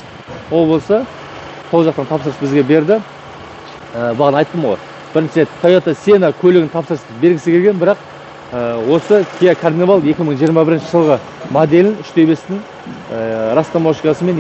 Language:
Kazakh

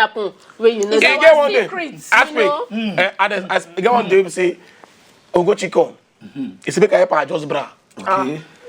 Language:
Nigerian Pidgin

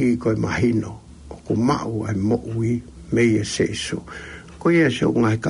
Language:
Tongan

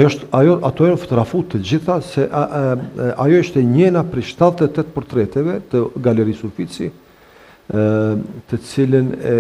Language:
Albanian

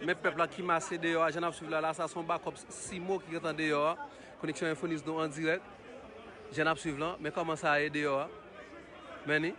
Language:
Haitian Creole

